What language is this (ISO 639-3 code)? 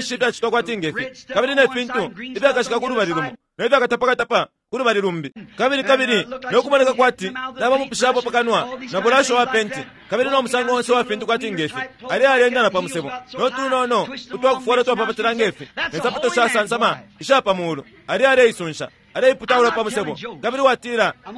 bem